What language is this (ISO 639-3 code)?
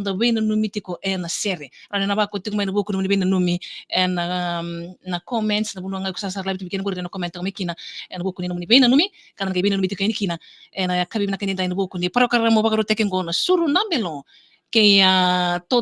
fij